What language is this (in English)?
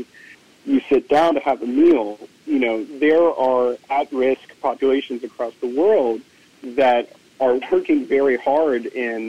English